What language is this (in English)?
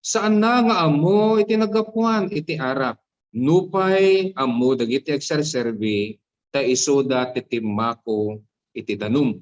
Iloko